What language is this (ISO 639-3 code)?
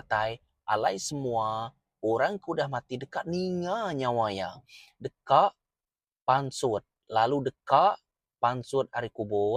iba